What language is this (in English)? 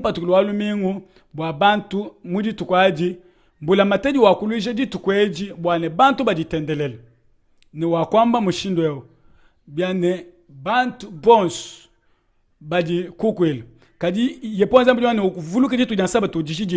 Luba-Lulua